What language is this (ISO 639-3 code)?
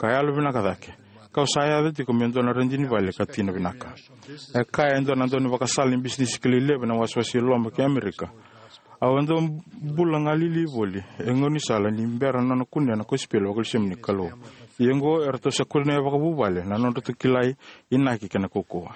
fij